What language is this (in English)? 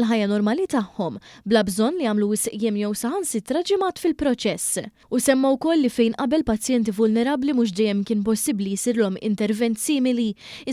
Maltese